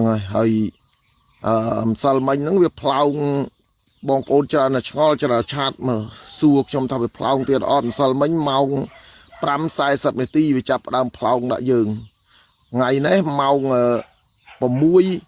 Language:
Khmer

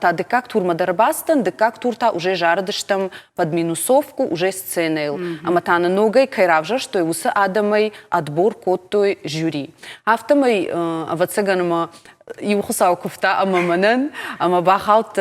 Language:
Ossetic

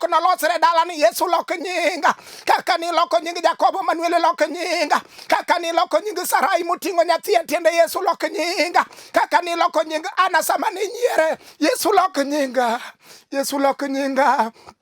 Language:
Luo (Kenya and Tanzania)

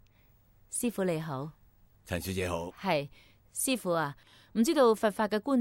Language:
Cantonese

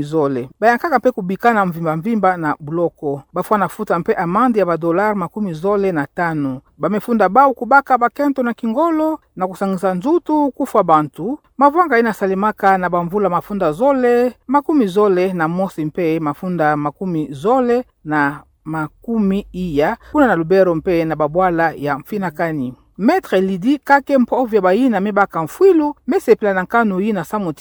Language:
Kituba (Democratic Republic of Congo)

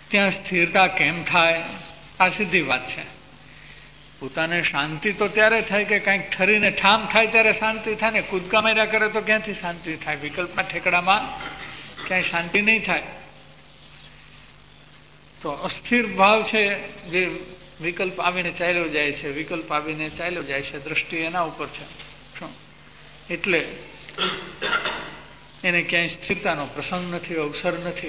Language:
Gujarati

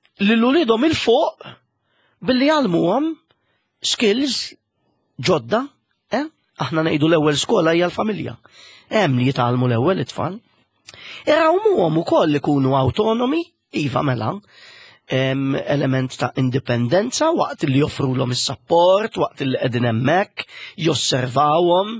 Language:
Maltese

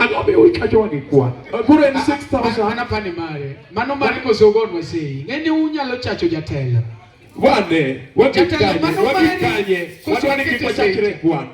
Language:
Luo (Kenya and Tanzania)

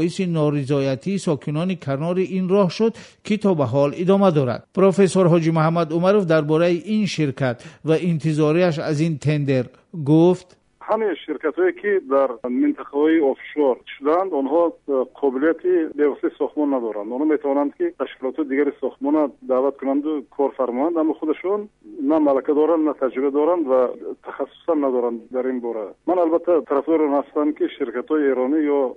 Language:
Tajik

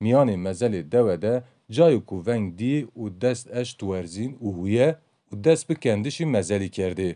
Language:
Kurdish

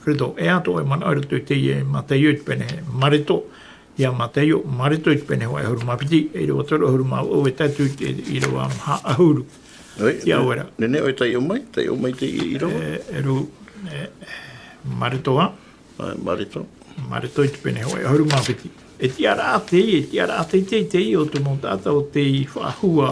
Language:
Tahitian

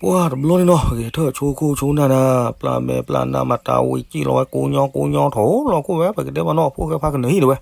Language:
S'gaw Karen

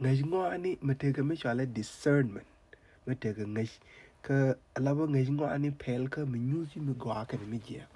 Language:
Nuer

